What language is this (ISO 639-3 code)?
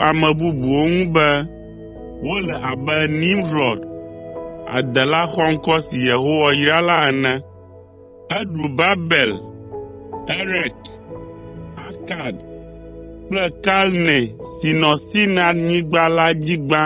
ewe